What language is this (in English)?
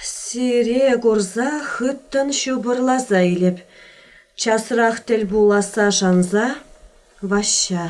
Chuvash